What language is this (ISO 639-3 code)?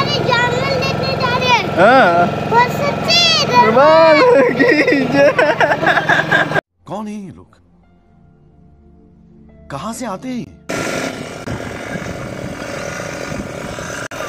hin